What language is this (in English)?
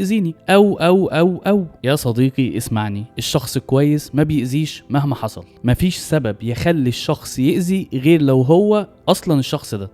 Egyptian Arabic